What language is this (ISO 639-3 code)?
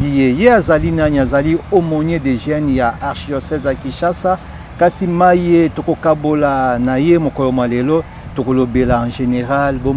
lin